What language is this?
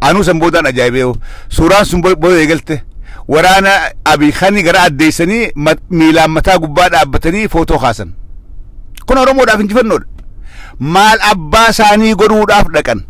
Oromo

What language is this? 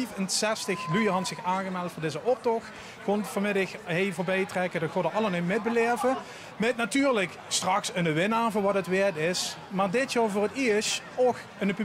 Limburgish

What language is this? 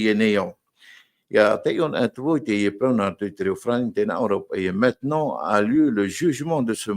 Tahitian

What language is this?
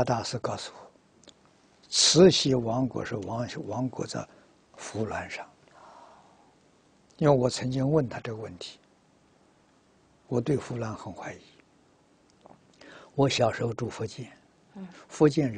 Chinese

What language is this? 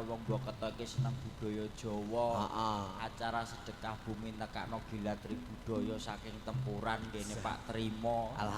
Javanese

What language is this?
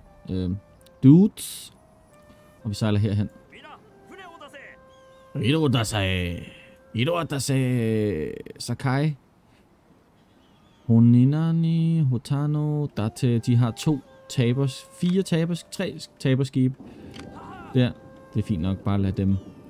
Danish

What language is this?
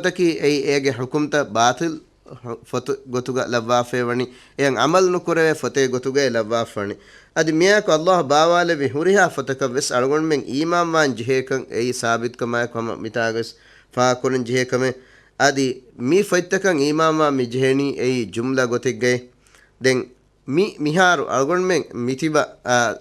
Divehi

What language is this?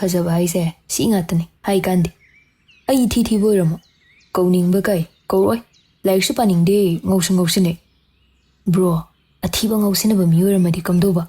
Manipuri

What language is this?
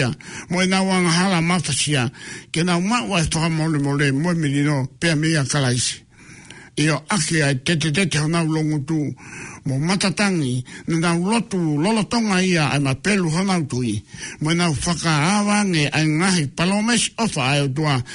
Tongan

